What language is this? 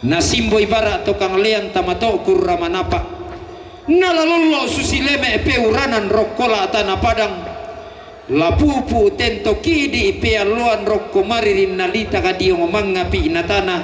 Toraja-Sa'dan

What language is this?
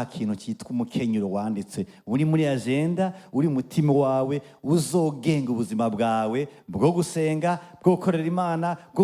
Rundi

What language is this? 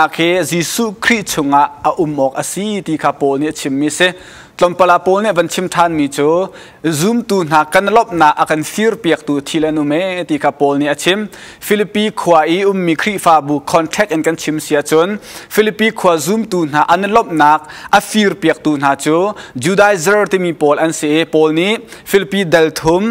Hakha Chin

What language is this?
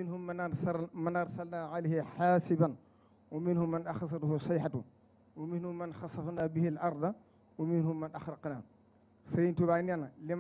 Wolof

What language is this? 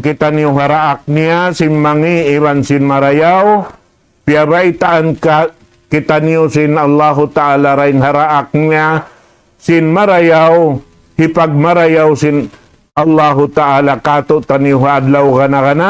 Tausug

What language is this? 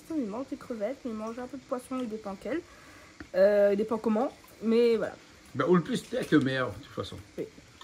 Réunion Creole French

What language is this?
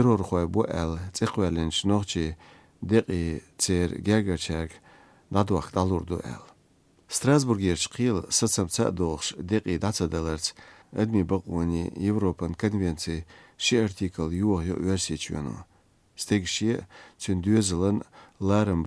Chechen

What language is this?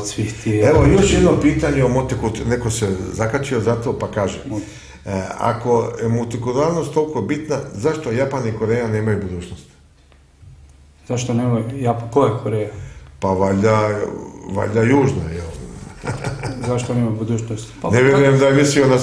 Croatian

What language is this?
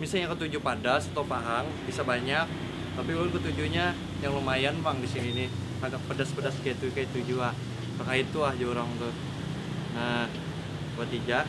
Banjar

